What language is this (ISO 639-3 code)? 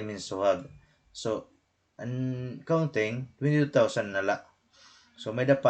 war